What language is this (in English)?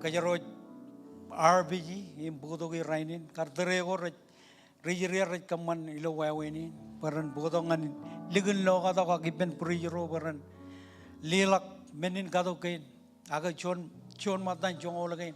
Marshallese